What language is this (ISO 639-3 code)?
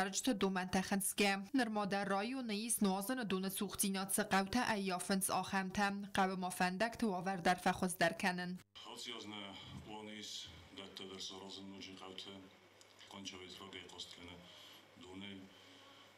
oss